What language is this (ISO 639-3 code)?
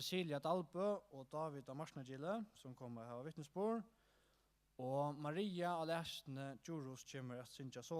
fao